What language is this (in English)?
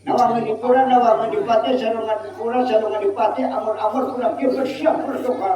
Banjar